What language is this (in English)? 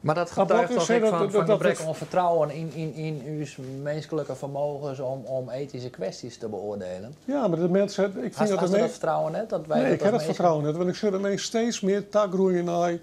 Western Frisian